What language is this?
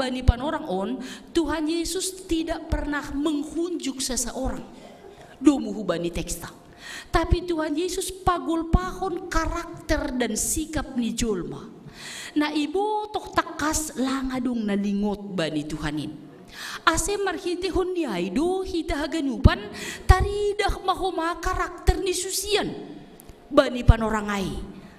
Batak Simalungun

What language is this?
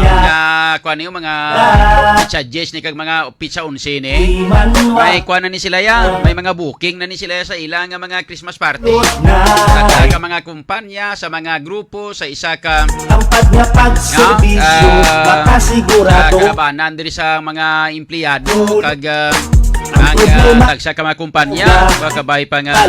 Hiligaynon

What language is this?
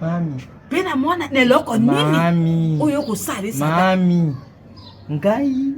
Lingala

